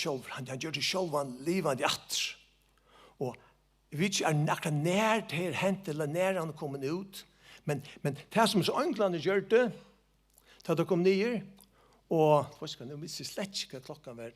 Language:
Faroese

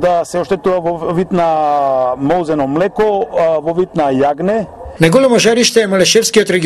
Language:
Macedonian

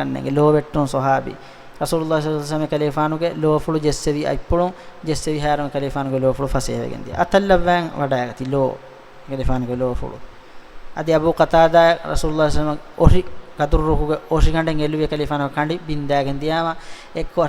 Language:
Divehi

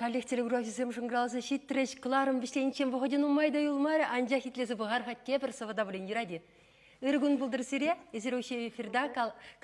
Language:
Chuvash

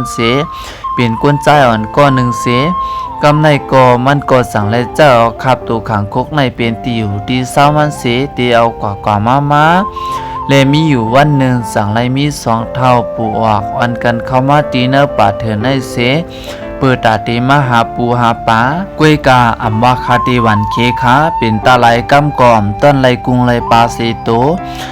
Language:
Shan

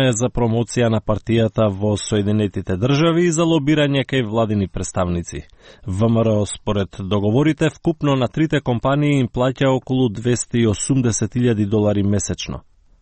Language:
Macedonian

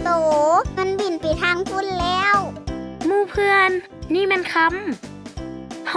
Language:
Lao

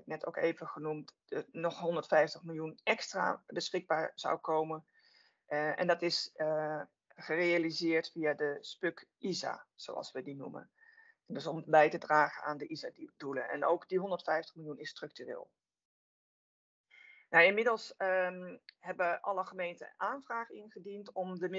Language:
Dutch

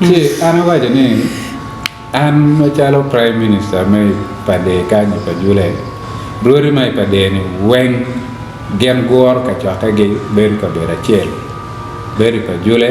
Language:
Acoli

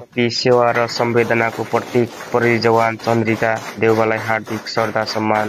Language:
Nepali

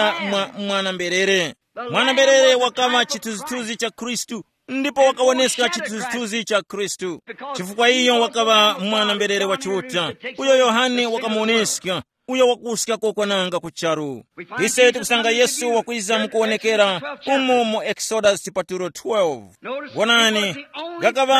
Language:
Tumbuka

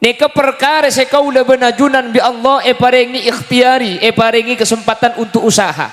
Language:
Madurese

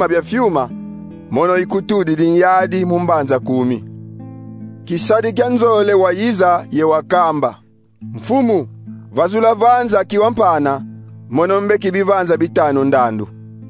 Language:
Kongo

